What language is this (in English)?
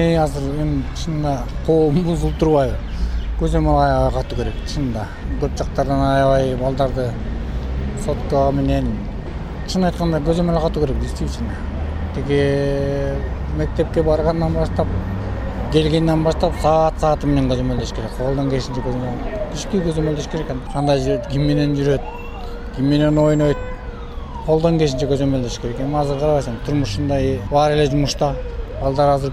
Kyrgyz